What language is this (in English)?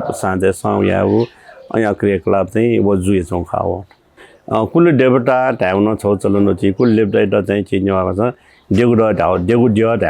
Newari